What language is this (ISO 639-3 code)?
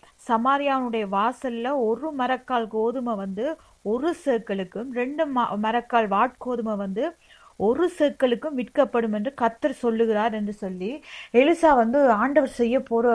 tam